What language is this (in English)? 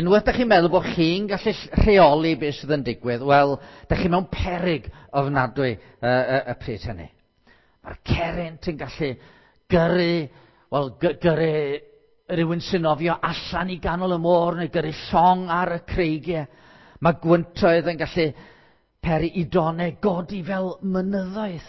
Welsh